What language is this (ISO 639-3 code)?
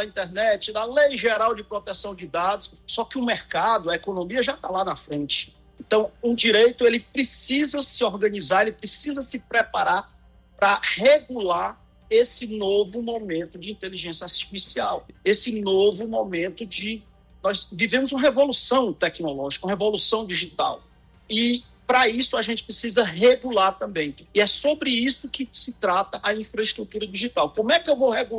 por